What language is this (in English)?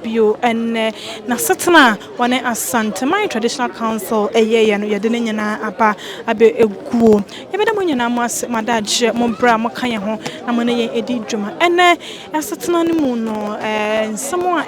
Akan